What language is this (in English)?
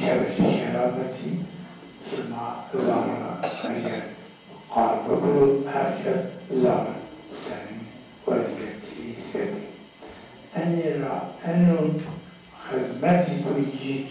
Zaza